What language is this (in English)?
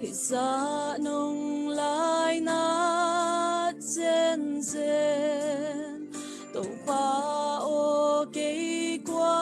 Tedim Chin